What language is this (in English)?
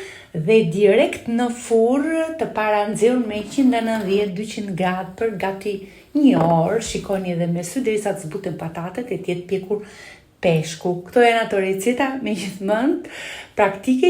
Albanian